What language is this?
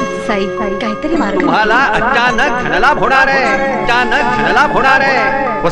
Marathi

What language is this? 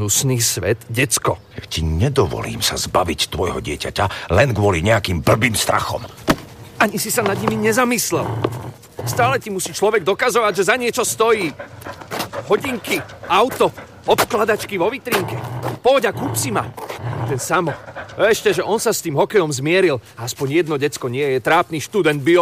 Slovak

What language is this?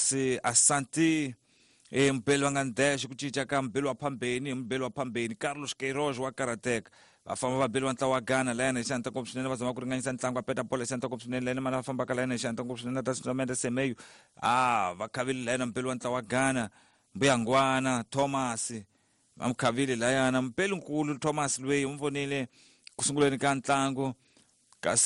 Tsonga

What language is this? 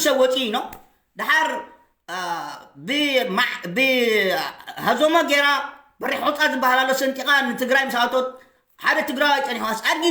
Tigrinya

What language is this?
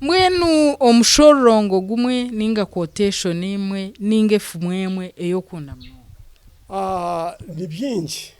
Nyankole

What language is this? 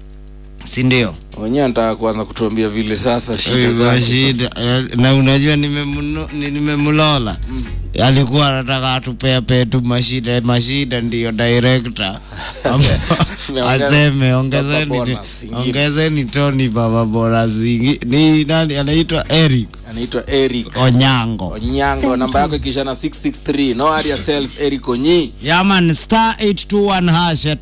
Swahili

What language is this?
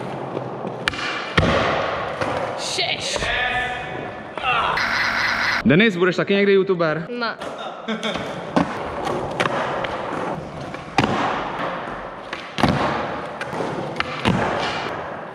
Czech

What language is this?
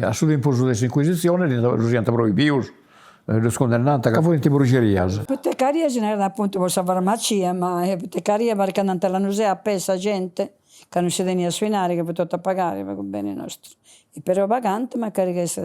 Sardinian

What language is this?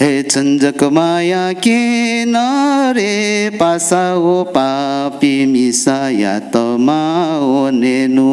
Newari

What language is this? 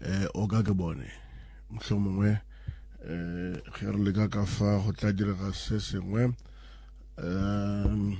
Northern Sotho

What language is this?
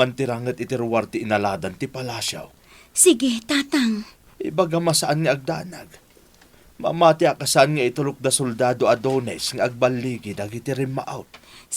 Iloko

